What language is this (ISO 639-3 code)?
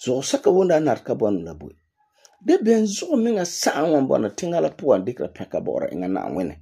gur